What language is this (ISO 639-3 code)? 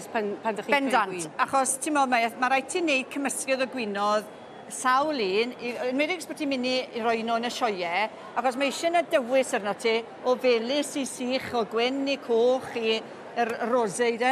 cym